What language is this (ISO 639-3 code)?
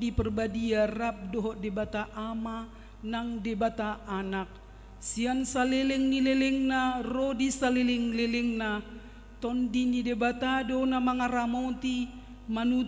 bbc